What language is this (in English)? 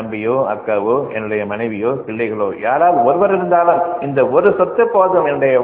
Tamil